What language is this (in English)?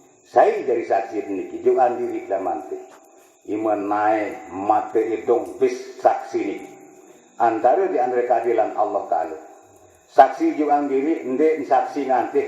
Sasak